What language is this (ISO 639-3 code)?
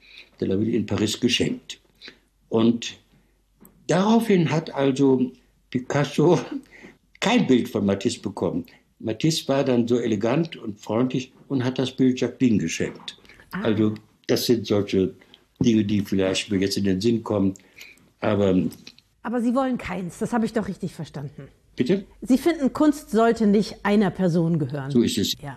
deu